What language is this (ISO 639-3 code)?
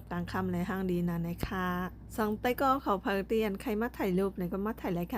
shn